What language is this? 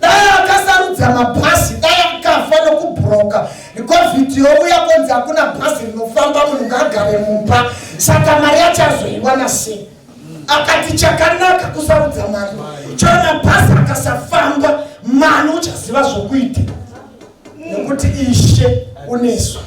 Shona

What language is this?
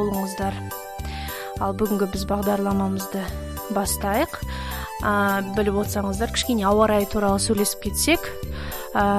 Kazakh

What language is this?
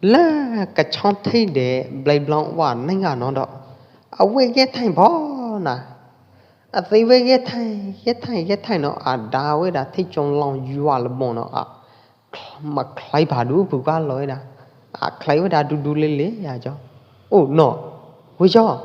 Pwo Eastern Karen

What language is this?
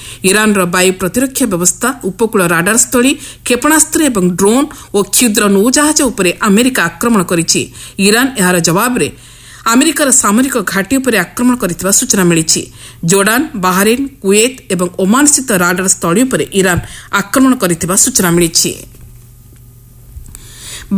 Odia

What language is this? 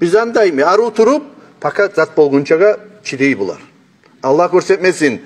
Kumyk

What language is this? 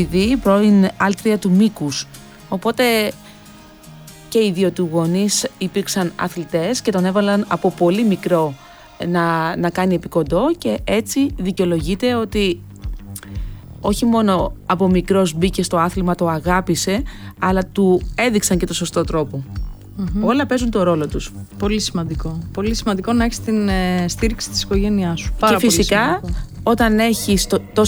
Greek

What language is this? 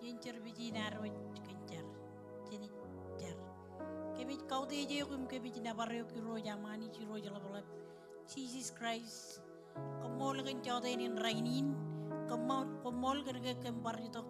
Marshallese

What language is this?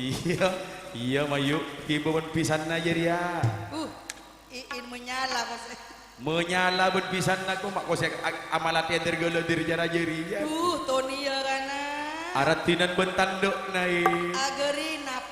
Madurese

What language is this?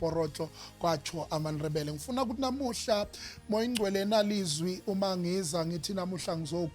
Zulu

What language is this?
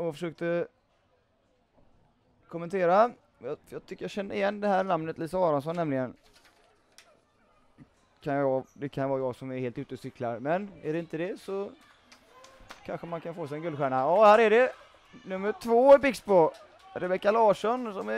Swedish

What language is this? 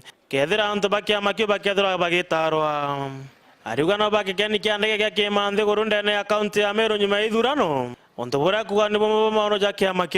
Meru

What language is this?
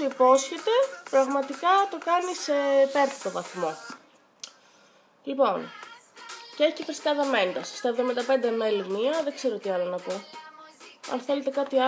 Greek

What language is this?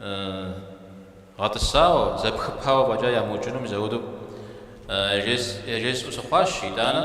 Kabardian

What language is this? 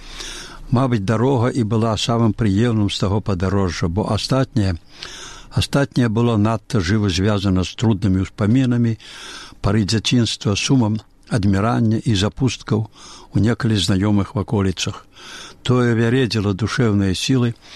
Belarusian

